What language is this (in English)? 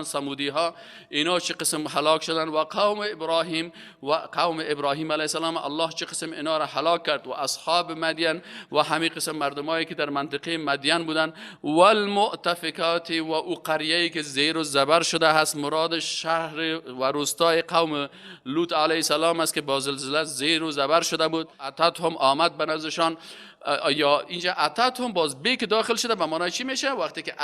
Persian